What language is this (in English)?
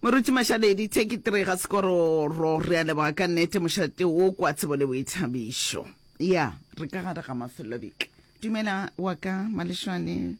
Northern Sotho